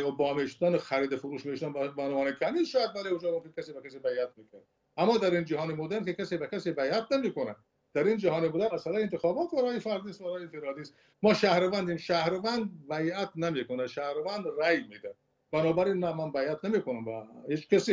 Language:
Persian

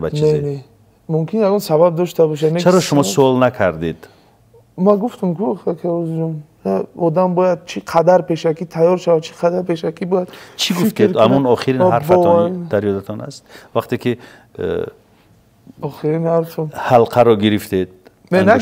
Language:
Persian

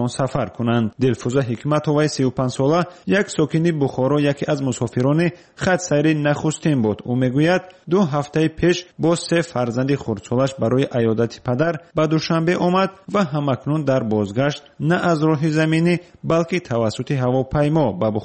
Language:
Tajik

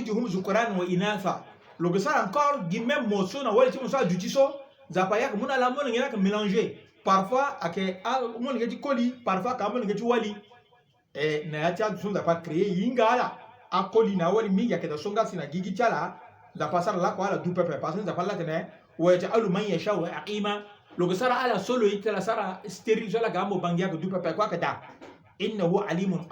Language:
Sango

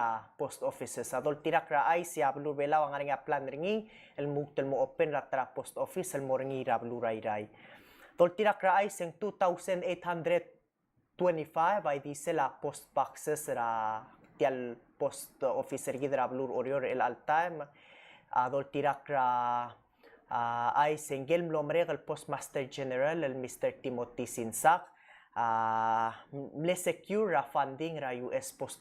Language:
Palauan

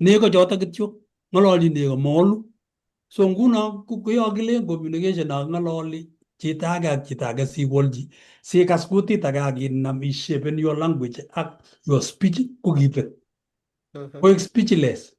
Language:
Kalenjin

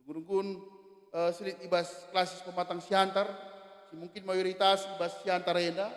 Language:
Batak Karo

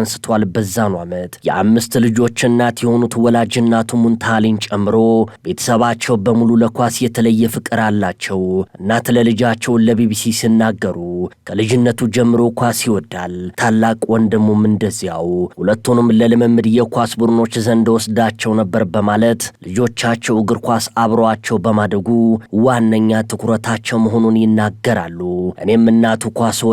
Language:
Amharic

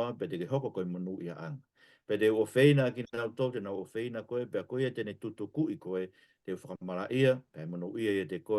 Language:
Tongan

